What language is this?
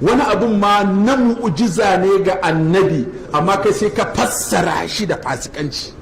Hausa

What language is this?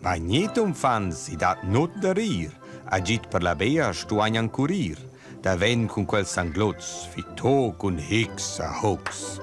Romansh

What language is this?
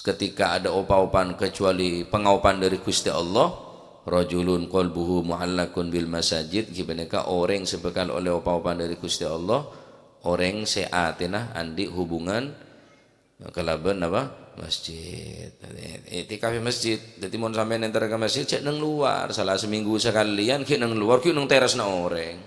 Madurese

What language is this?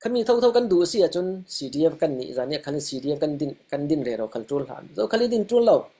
Falam Chin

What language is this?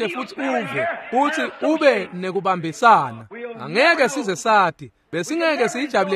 Swati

